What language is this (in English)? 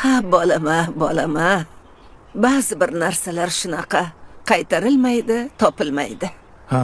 Uzbek